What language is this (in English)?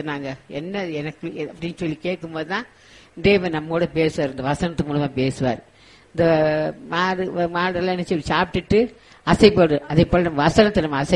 Tamil